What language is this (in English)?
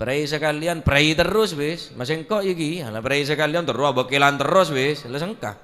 Madurese